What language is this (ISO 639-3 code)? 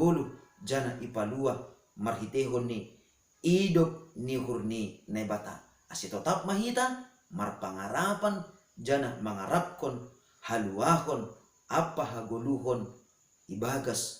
bts